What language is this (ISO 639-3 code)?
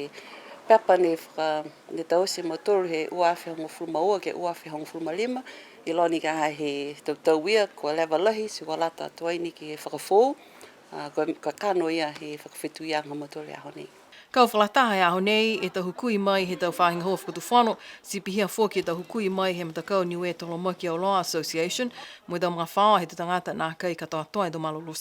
niu